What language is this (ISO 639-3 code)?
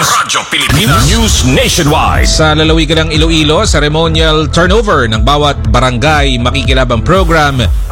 fil